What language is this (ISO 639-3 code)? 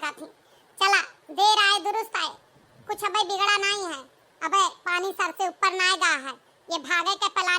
awa